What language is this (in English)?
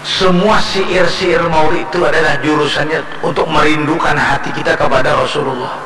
Banjar